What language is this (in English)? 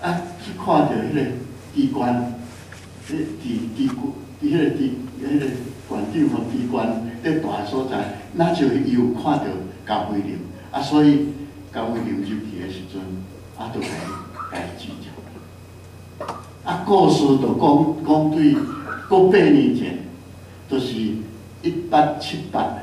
Min Nan Chinese